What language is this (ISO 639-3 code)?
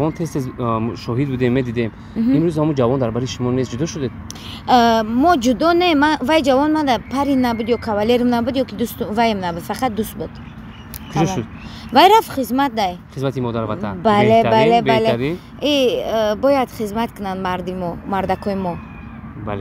tgk